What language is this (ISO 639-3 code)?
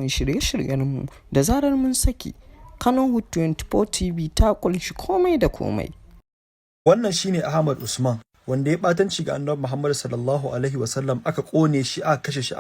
hau